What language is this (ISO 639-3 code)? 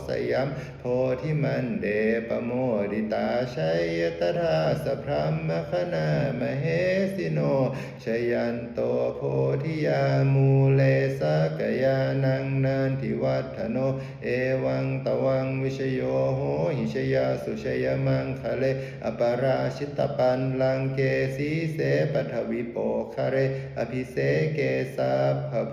pli